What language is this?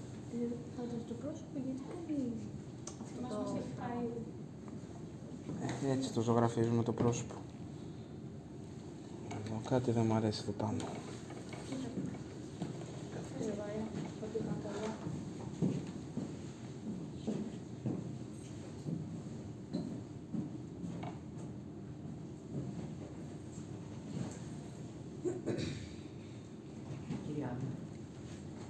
Greek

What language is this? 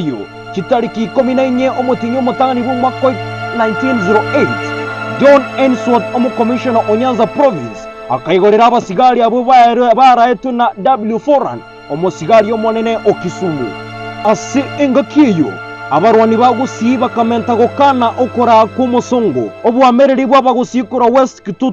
Gusii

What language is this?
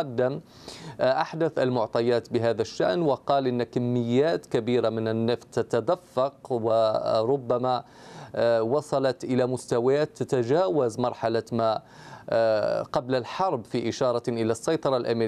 Arabic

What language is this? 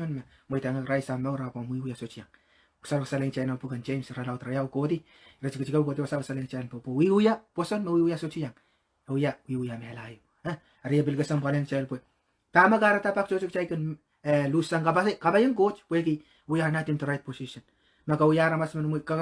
Pohnpeian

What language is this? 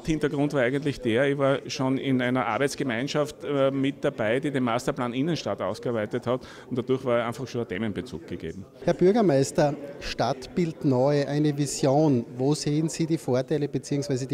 German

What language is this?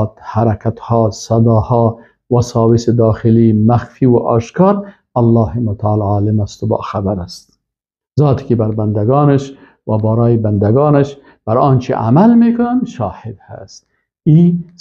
Persian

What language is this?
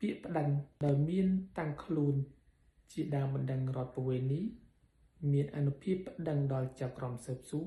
Khmer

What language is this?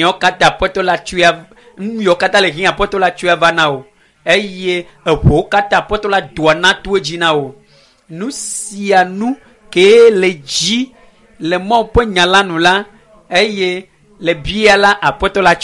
Ewe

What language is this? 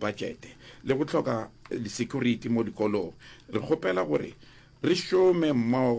Northern Sotho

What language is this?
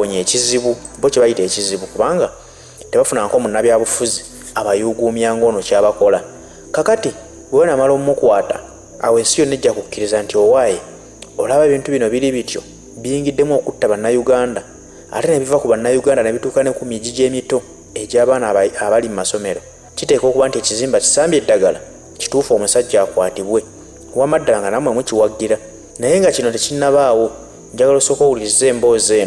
Ganda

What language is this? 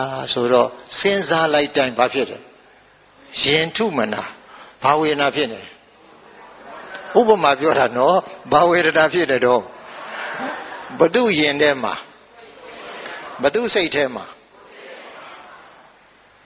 Burmese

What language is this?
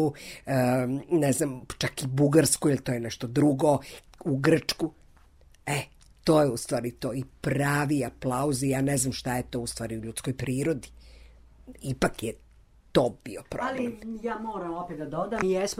Serbian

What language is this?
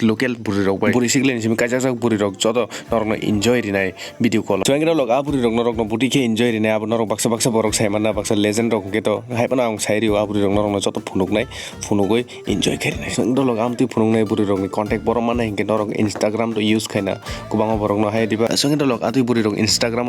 Kok Borok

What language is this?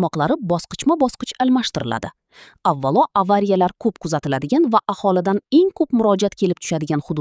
Uzbek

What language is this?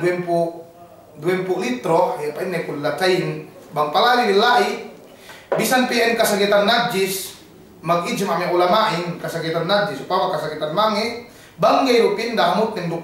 Yakan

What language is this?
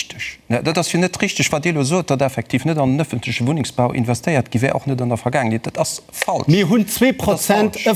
Luxembourgish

